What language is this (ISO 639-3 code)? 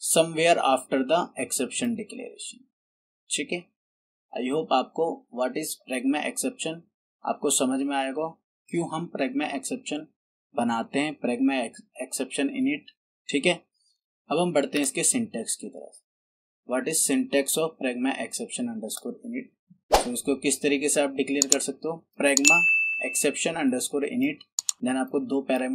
hin